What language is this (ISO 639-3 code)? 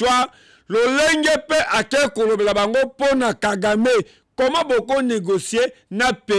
lin